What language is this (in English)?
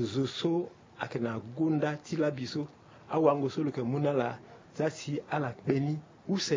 Sango